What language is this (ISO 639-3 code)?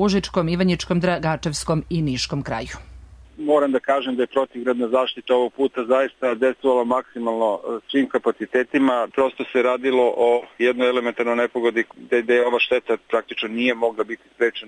srp